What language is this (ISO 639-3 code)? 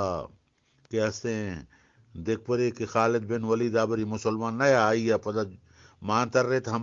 bgp